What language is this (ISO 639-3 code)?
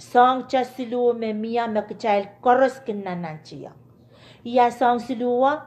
pon